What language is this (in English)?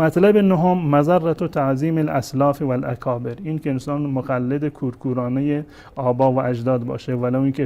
Persian